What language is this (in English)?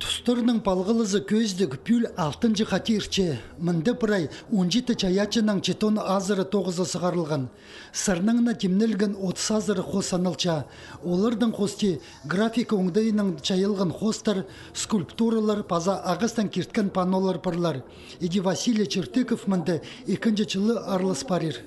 Khakas